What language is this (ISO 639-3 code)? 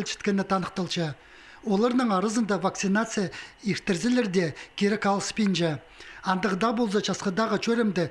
kjh